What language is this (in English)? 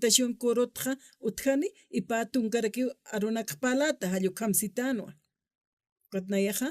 Aymara